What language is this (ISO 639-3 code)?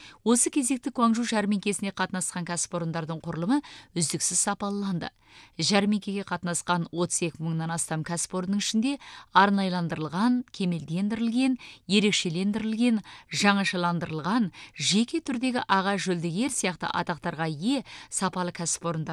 kaz